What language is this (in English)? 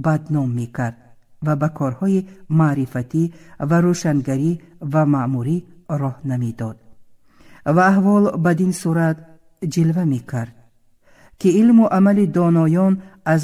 Tajik